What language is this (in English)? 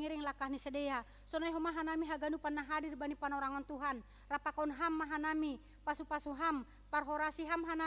Batak Simalungun